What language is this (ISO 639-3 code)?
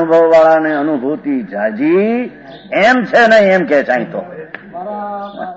guj